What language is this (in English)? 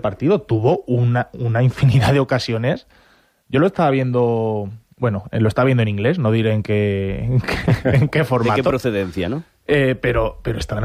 Spanish